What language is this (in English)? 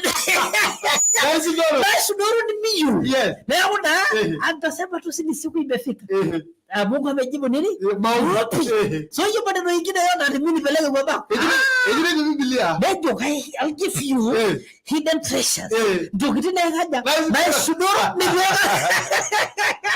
Masai